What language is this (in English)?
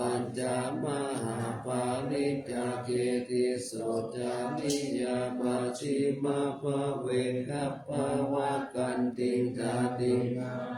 Pali